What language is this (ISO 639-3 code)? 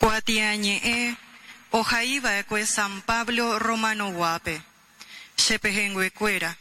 grn